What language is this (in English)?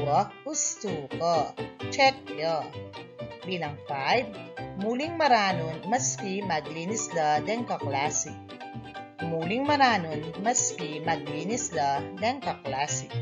Pampanga